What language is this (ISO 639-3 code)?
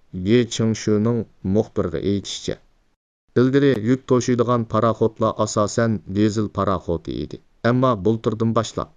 uig